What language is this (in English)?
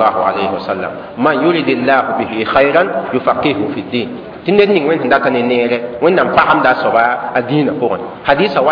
Mossi